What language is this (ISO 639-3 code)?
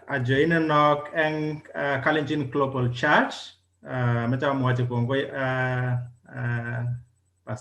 kln